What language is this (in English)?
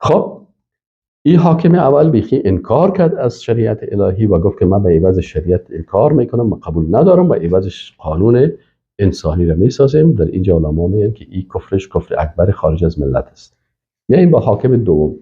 Persian